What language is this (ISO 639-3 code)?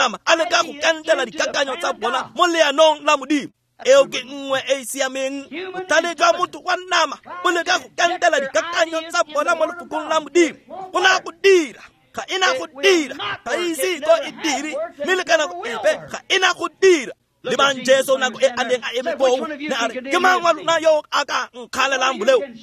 tsn